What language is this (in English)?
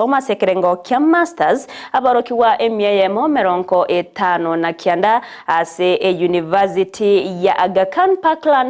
Gusii